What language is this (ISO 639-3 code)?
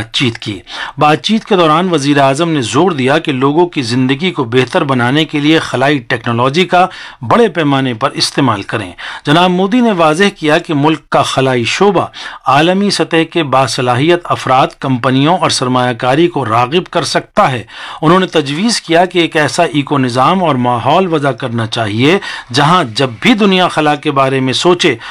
urd